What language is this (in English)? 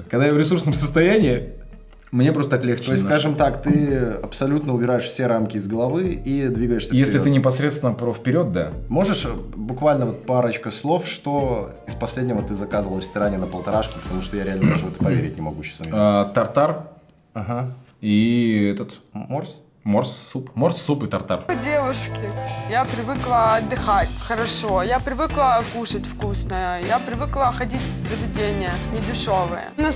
Russian